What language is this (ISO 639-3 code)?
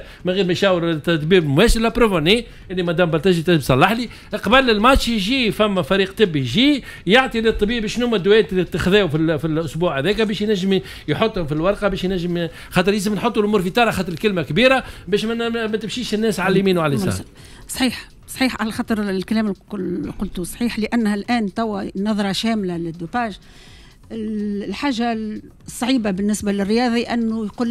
aeb